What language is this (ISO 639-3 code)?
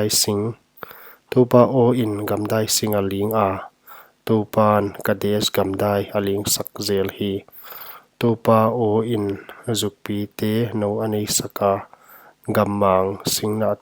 pck